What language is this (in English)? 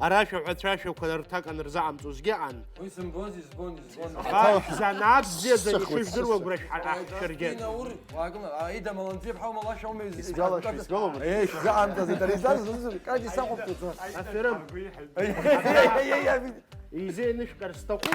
Abkhazian